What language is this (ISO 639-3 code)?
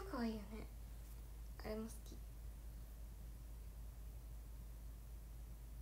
jpn